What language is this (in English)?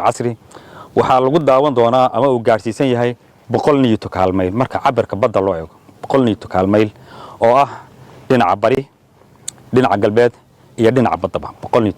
Somali